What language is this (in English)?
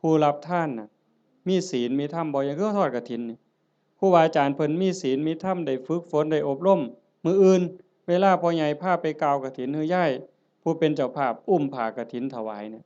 Northeastern Thai